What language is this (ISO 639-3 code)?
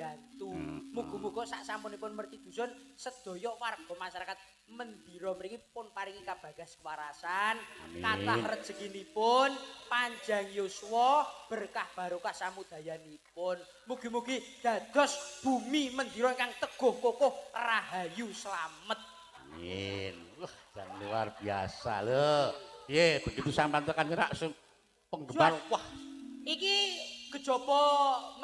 jav